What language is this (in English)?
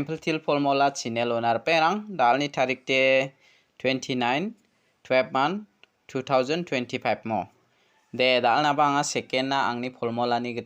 Garo